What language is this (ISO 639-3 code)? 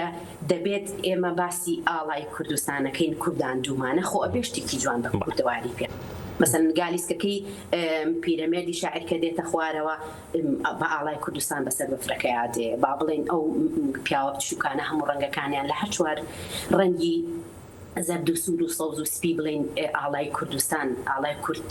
ckb